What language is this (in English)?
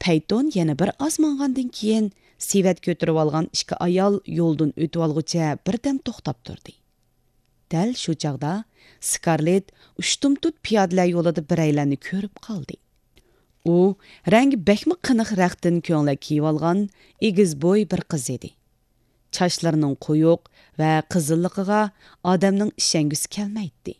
Uyghur